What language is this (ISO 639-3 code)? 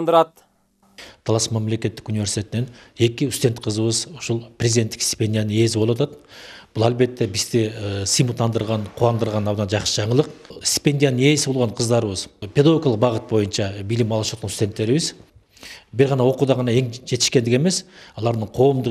kir